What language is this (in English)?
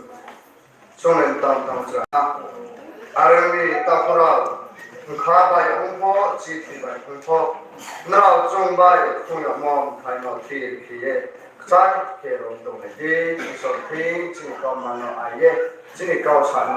Riang (India)